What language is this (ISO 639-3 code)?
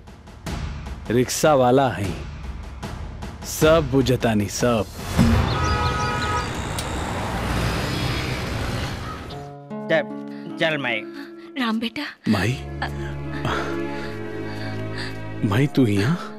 bho